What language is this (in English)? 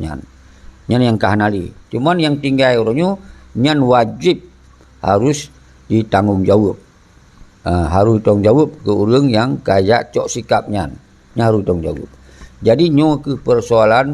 Achinese